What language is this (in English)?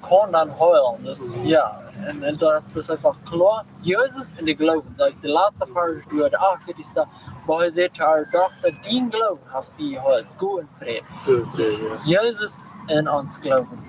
Plautdietsch